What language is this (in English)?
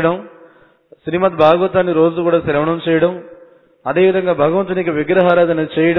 Telugu